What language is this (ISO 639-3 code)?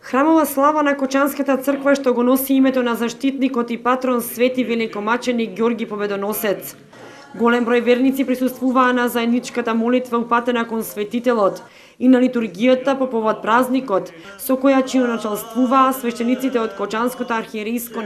mkd